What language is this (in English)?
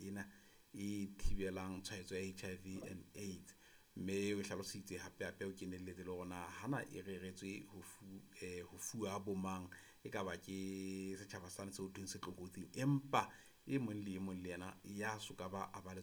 Southern Sotho